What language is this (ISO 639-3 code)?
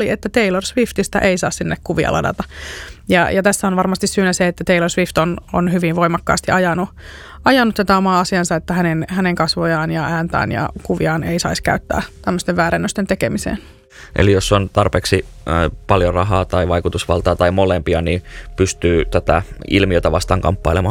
fin